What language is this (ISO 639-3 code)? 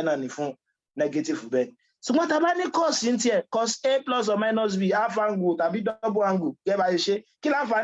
yor